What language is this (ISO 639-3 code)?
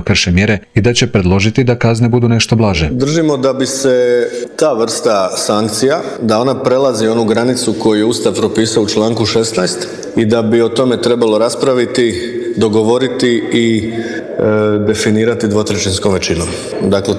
hrv